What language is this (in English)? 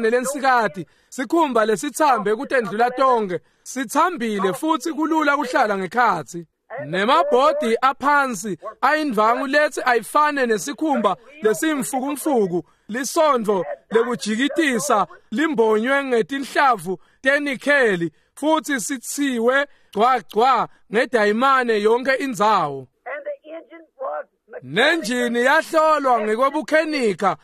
Swati